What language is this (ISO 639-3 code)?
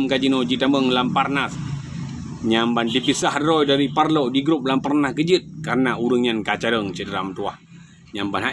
ace